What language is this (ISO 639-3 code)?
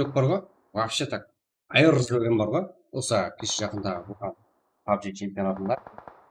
kaa